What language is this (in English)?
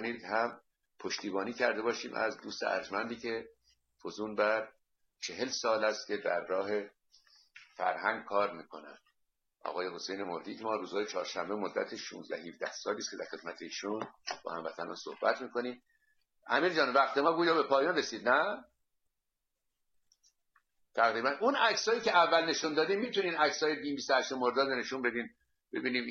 Persian